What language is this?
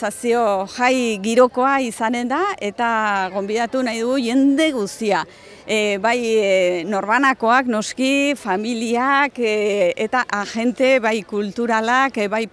Basque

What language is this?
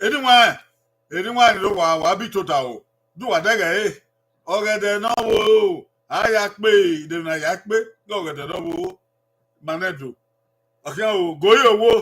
Bini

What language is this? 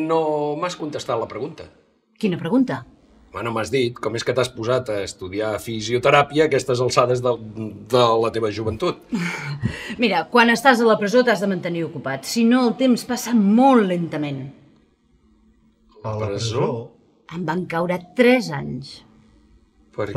Catalan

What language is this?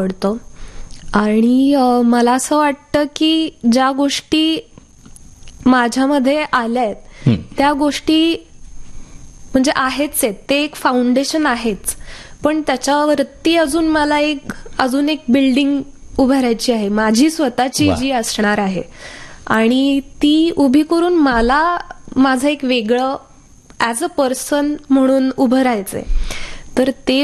Marathi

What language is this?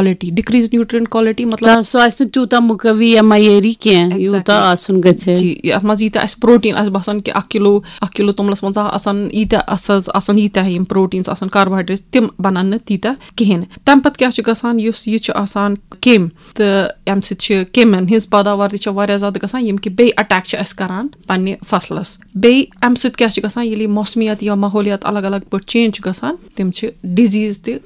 Kashmiri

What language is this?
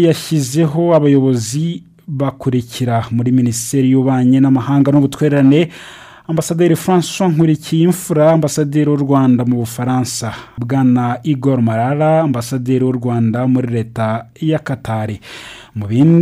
Kinyarwanda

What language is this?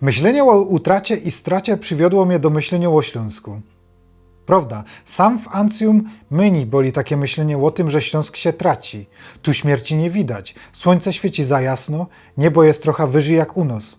Silesian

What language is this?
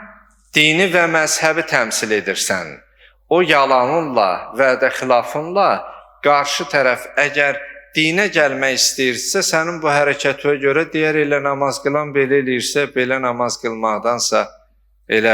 Azerbaijani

